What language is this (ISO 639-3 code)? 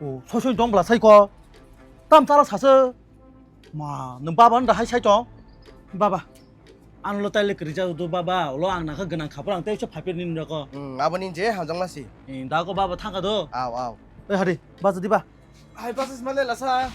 trp